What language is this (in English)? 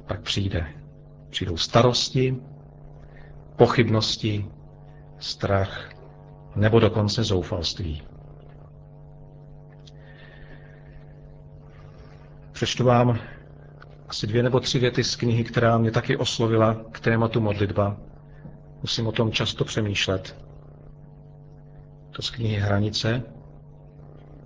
Czech